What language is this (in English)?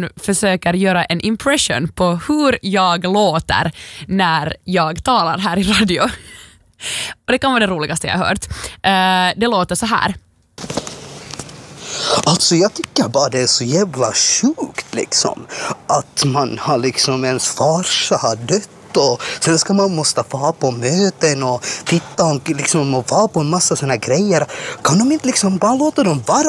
Swedish